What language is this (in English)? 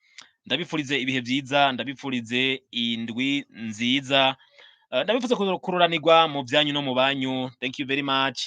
Rundi